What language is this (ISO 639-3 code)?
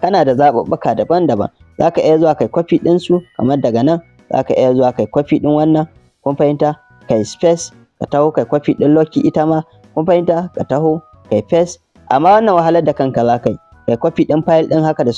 hau